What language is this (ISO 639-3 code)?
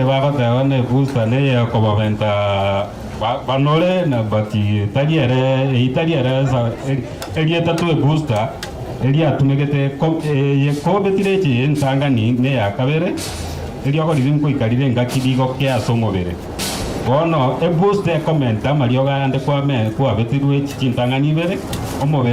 guz